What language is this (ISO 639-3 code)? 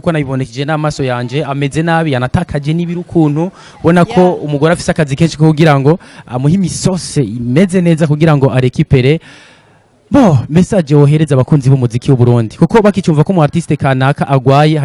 run